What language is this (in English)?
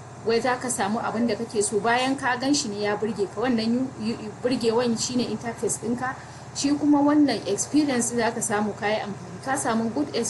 Hausa